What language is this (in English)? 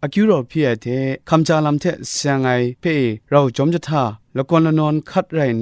Kachin